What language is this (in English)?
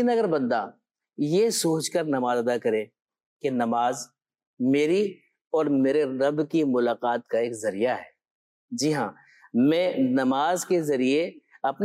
Urdu